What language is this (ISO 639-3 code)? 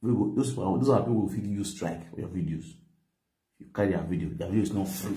pcm